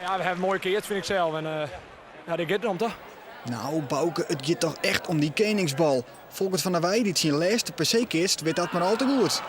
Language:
Western Frisian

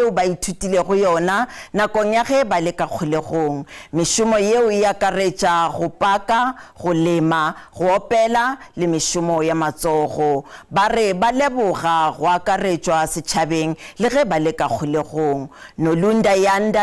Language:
Northern Sotho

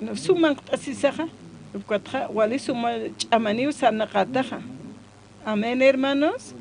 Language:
Aymara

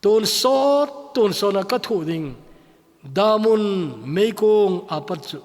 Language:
Thado Chin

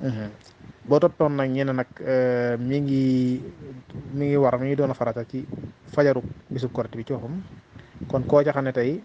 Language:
Wolof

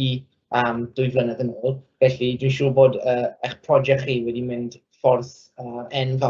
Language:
Welsh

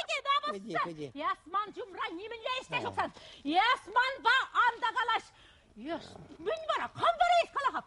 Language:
Chuvash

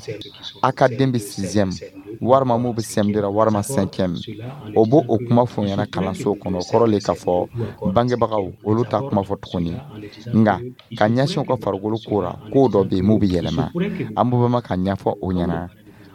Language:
Dyula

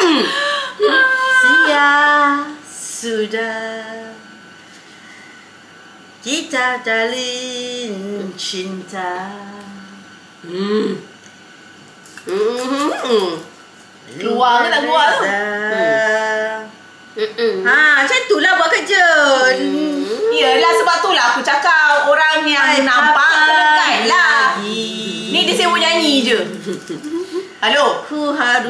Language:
Malay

